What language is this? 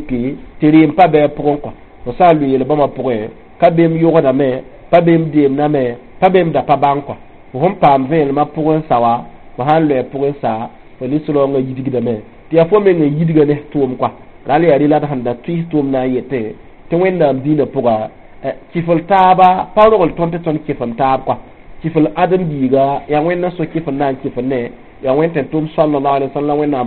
Mossi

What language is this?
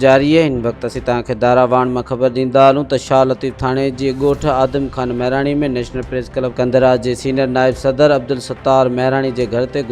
Sindhi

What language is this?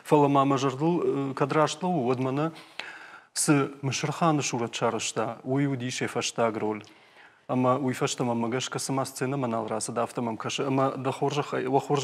Ossetic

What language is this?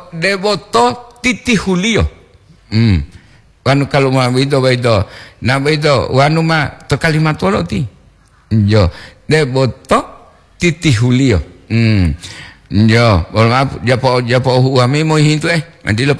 Gorontalo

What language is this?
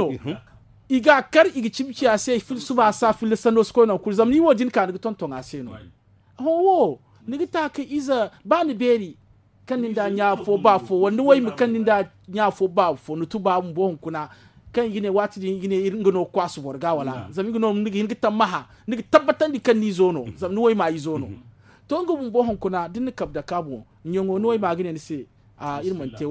Zarma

